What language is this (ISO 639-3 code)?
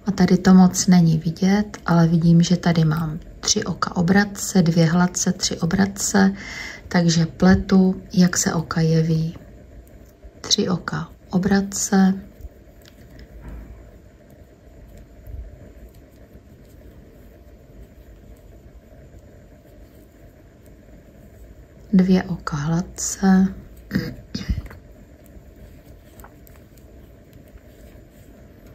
ces